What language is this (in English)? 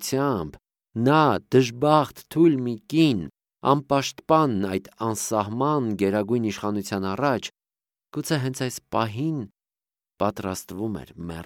Armenian